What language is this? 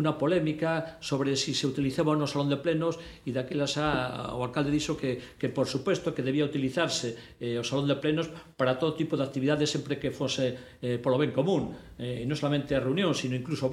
Galician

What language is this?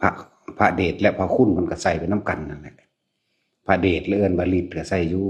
Lao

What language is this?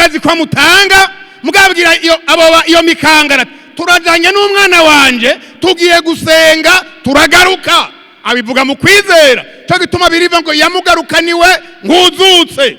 Rundi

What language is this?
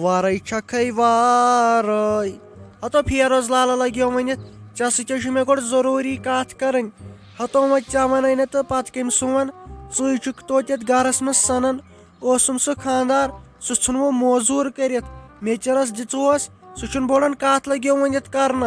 Kashmiri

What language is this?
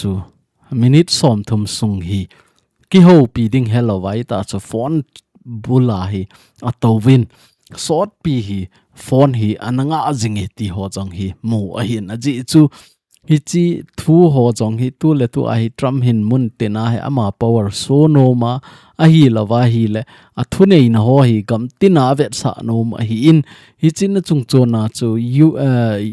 Thado Chin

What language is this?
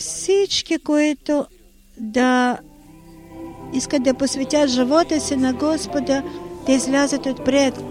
Bulgarian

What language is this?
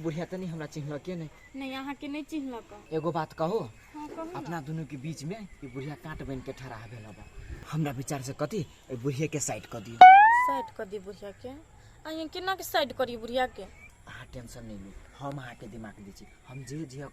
Maithili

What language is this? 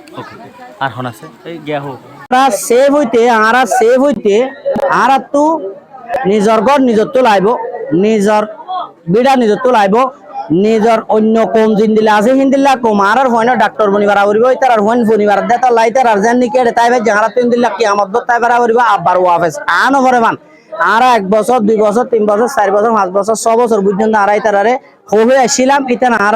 Rohingya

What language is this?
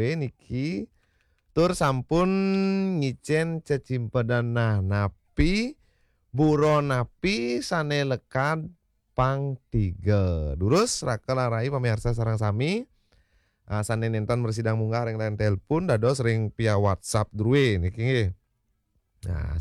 Balinese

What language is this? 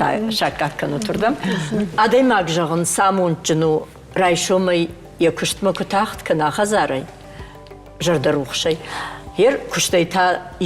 Ossetic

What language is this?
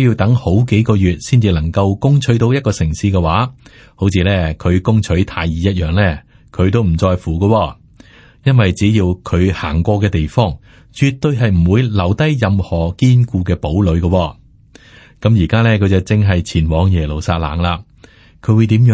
Cantonese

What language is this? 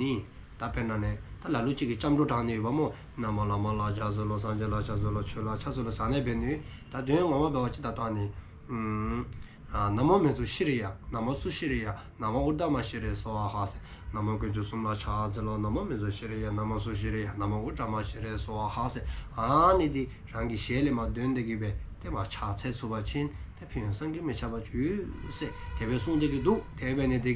Dzongkha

